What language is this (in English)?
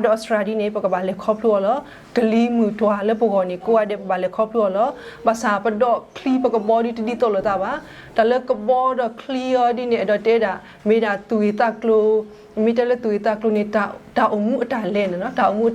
S'gaw Karen